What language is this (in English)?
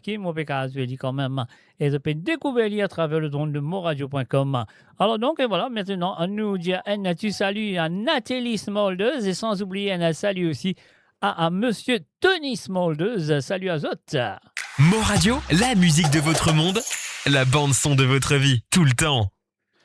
Morisyen